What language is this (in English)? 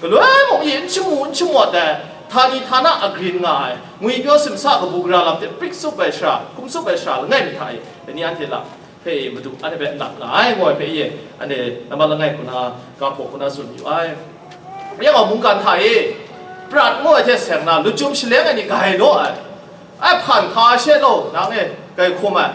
Kachin